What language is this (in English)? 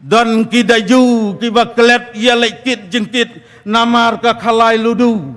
Khasi